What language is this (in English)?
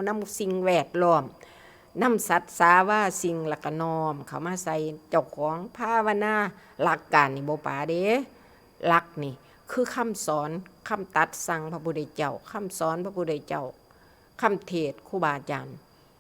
Northeastern Thai